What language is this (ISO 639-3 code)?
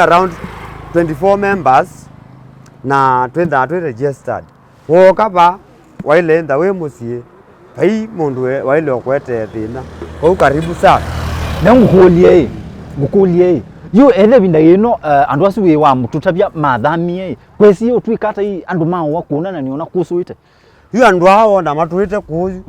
kam